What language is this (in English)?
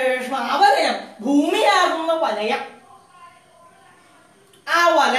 Malayalam